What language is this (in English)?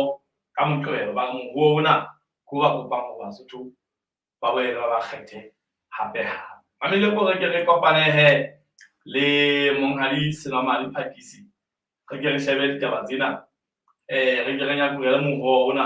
Southern Sotho